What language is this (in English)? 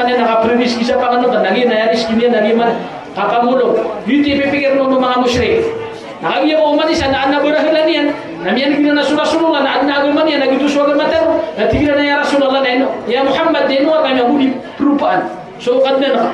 Maranao